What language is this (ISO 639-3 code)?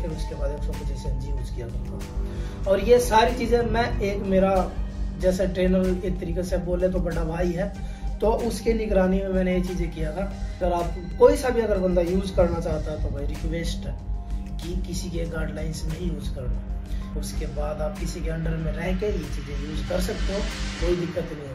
hin